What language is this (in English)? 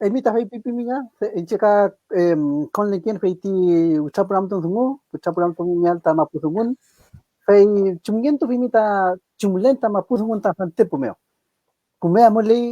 Mapuche